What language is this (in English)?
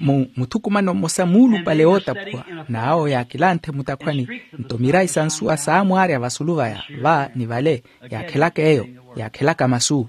Makhuwa